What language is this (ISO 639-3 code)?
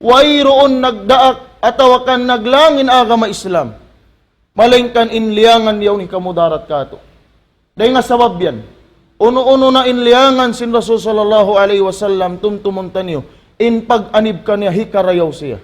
tsg